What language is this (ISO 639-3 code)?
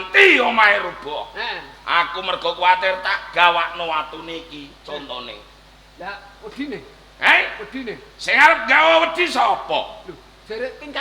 jav